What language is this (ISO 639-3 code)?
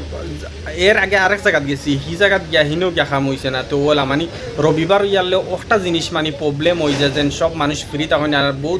syl